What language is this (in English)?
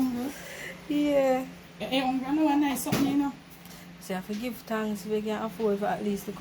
Jamaican Creole English